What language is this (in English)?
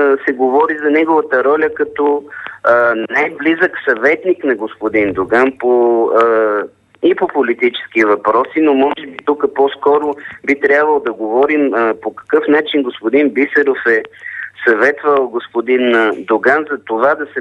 Bulgarian